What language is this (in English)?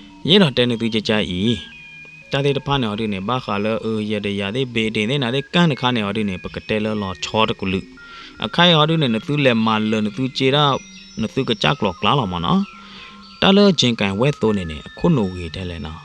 S'gaw Karen